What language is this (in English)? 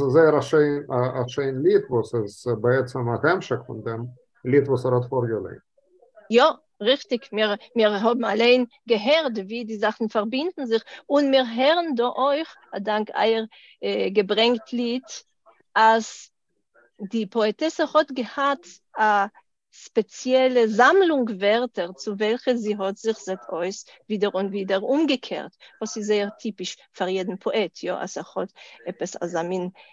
Yiddish